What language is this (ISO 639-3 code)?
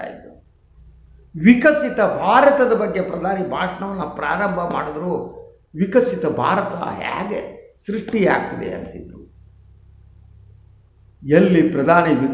kan